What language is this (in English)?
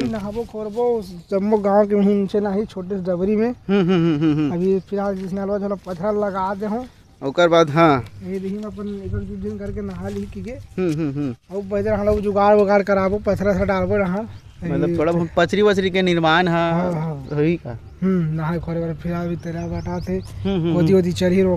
Chhattisgarhi